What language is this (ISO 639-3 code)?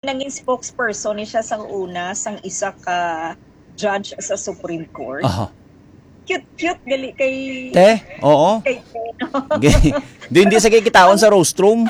hil